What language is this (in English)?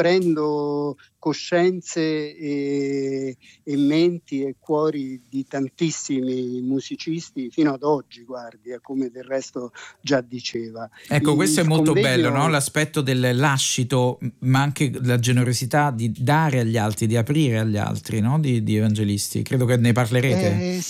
Italian